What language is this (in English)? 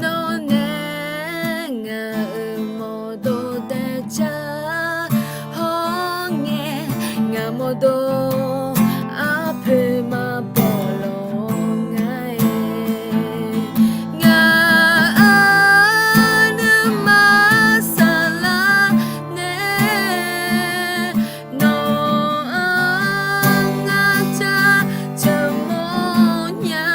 Akha